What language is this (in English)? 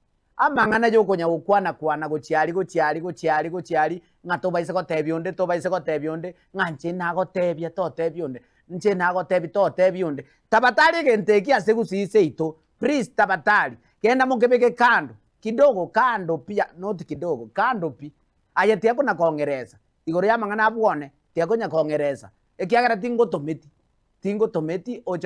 Gusii